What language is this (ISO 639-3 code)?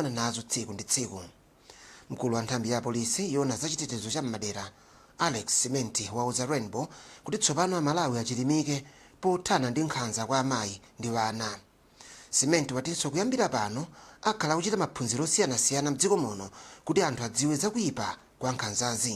nya